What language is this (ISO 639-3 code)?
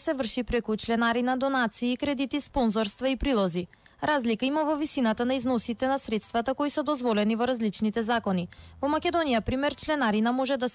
mkd